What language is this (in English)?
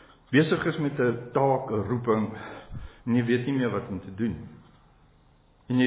Afrikaans